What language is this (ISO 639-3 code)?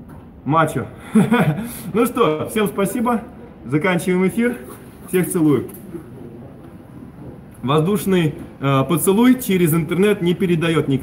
rus